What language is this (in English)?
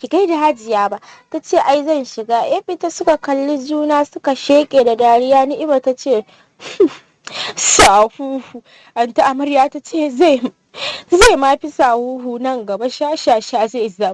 Hausa